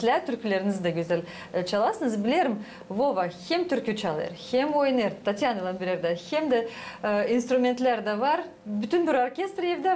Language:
Gagauz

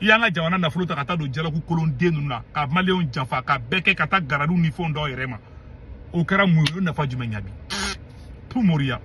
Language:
Bambara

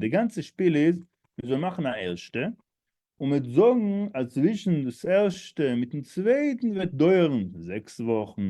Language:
Yiddish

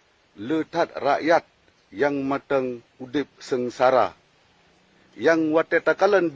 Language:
Achinese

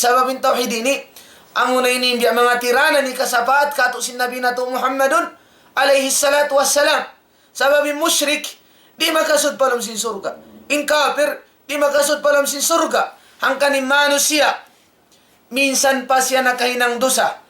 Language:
Tausug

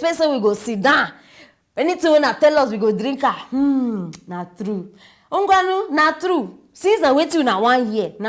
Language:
Nigerian Pidgin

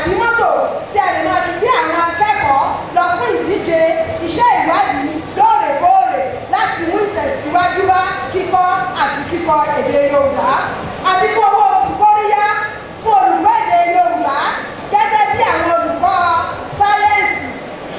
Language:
Yoruba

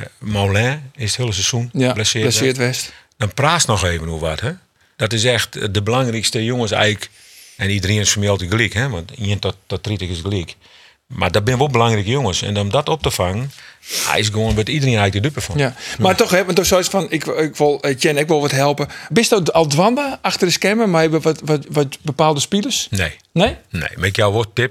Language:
Western Frisian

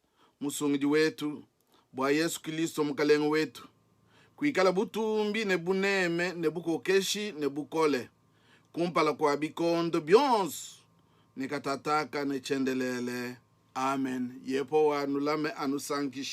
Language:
Luba-Lulua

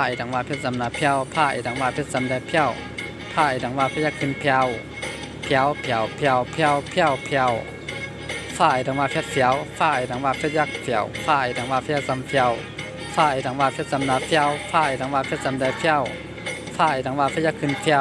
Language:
Shan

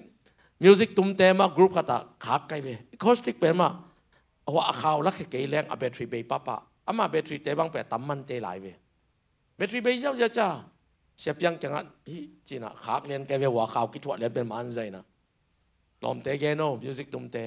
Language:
Tedim Chin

